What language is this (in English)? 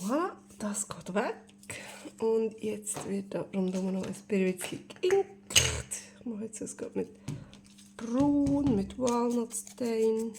Swiss German